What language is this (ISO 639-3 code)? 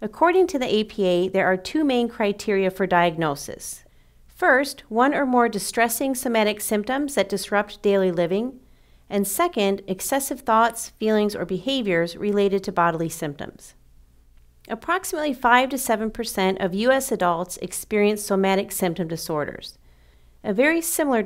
eng